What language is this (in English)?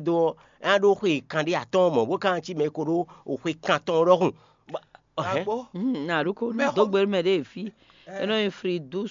Fon